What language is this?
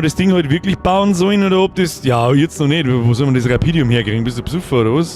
Bavarian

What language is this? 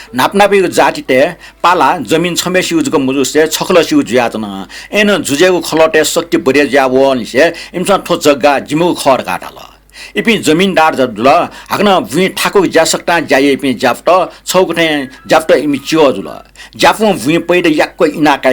Newari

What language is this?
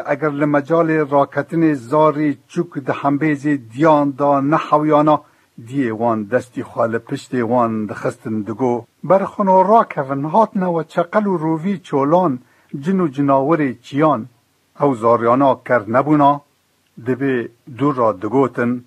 Kurdish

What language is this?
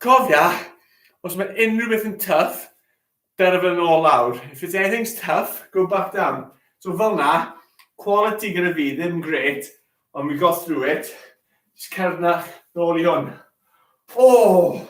Welsh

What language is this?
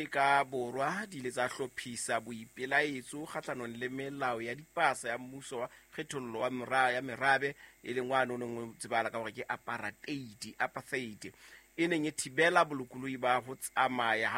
Southern Sotho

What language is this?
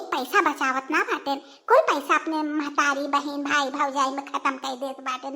Bhojpuri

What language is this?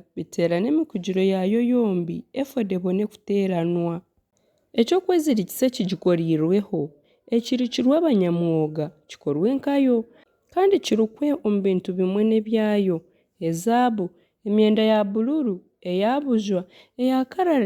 Nyankole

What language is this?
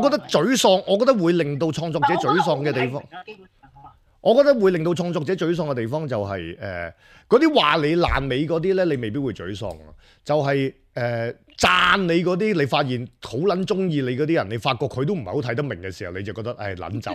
Cantonese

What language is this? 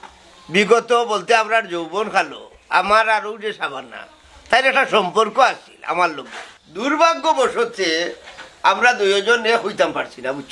Sylheti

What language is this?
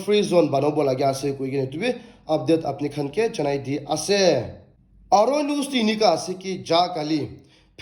Naga Pidgin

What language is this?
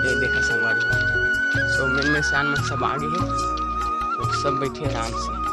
Chhattisgarhi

